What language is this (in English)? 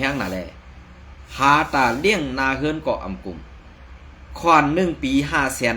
Shan